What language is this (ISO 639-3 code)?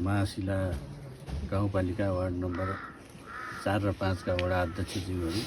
nep